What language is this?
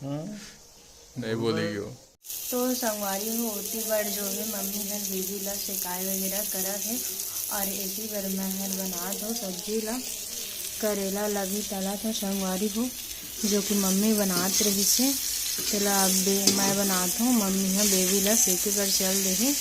Chhattisgarhi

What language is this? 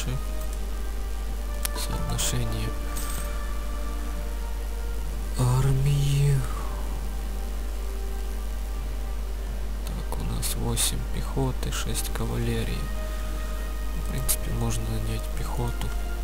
Russian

